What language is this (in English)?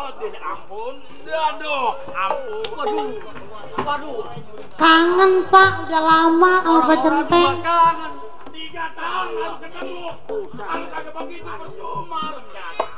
Betawi